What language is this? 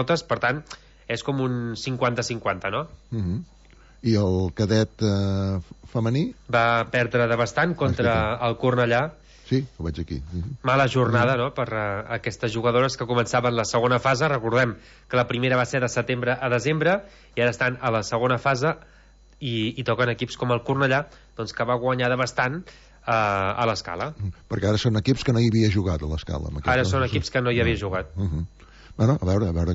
Catalan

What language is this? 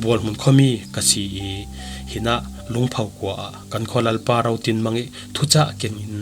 Falam Chin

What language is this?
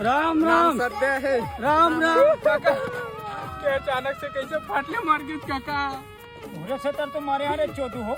Chhattisgarhi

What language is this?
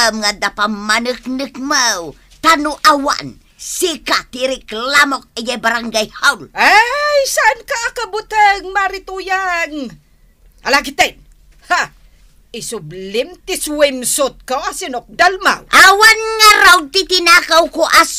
Iloko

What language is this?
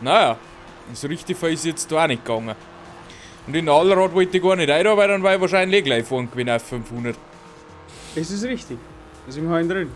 Bavarian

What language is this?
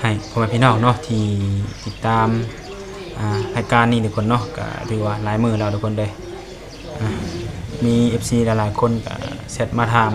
Lao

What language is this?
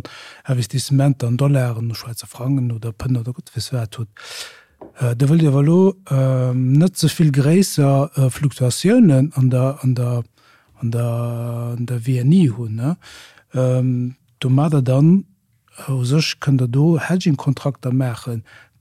Luxembourgish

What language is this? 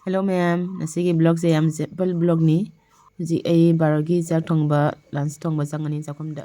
Manipuri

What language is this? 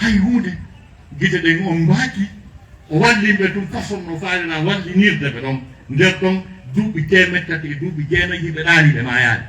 Fula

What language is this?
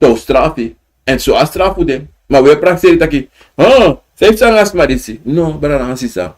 Sranan Tongo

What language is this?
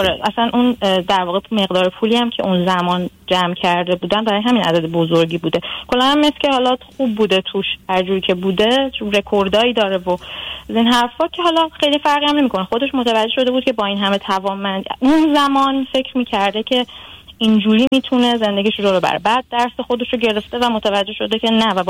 Persian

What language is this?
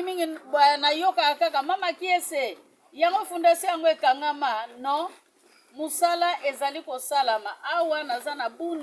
Lingala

